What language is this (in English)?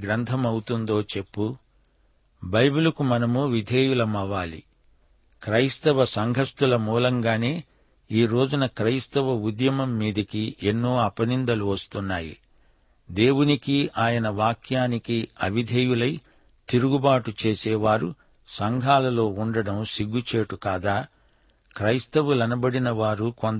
Telugu